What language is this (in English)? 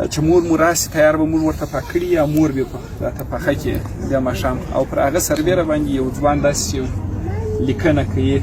Pashto